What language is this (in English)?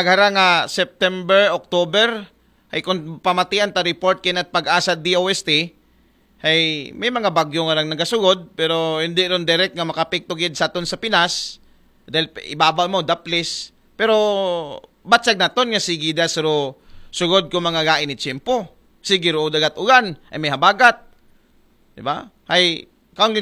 Aklanon